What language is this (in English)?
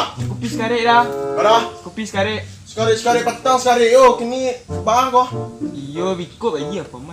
Minangkabau